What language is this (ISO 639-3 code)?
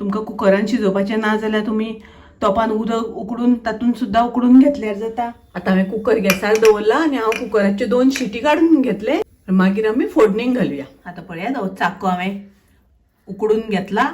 kok